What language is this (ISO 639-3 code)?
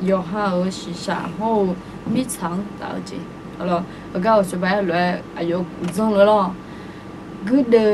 ahk